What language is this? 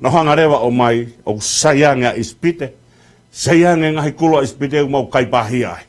Tongan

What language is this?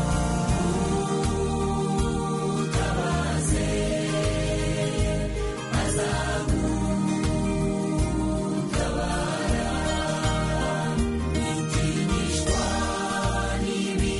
Kinyarwanda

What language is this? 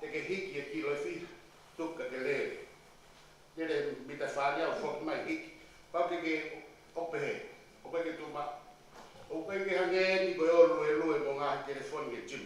Tongan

